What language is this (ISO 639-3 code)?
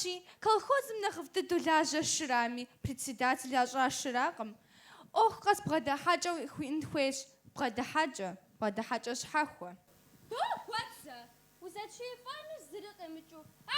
kbd